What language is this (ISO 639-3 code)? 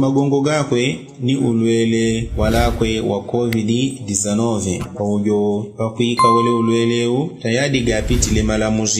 yao